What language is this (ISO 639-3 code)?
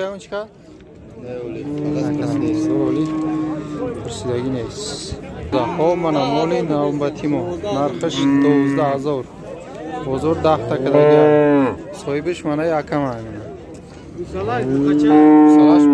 tgk